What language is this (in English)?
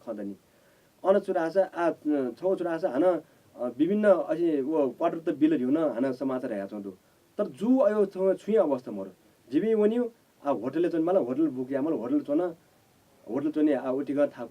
Newari